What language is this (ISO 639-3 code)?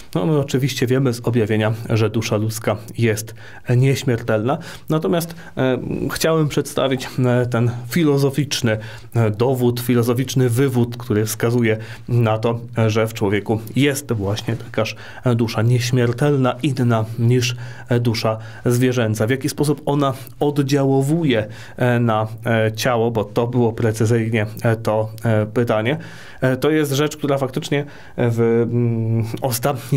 pol